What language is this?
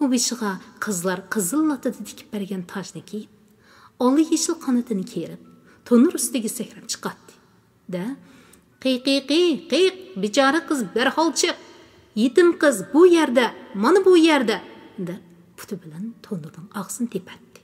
Uyghur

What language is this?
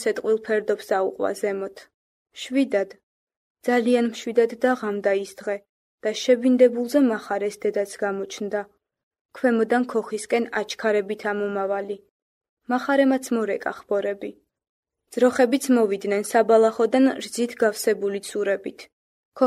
Georgian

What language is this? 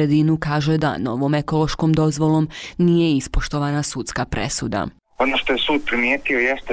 Bosnian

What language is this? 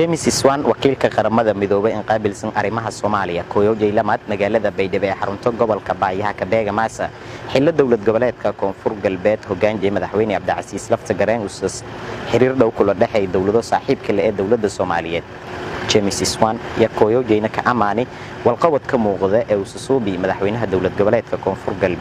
Somali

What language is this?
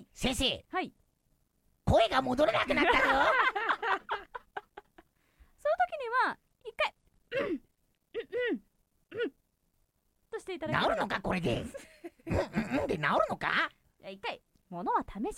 Japanese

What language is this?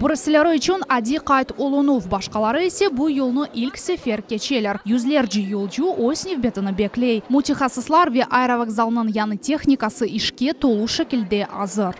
Crimean Tatar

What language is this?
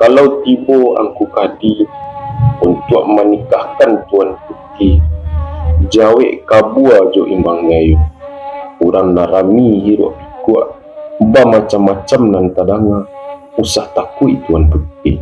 Minangkabau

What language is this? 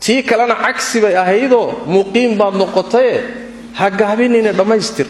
Somali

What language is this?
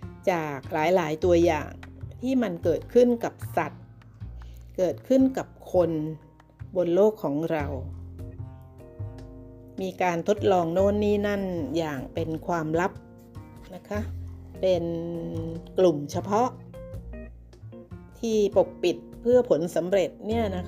Thai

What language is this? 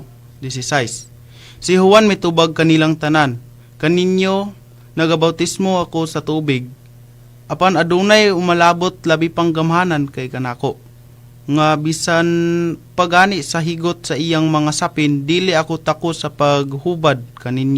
Cebuano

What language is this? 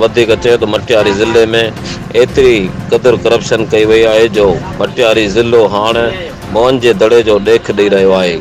Sindhi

